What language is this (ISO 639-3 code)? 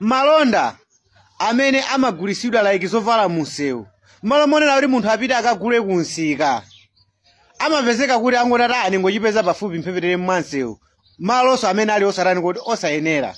nya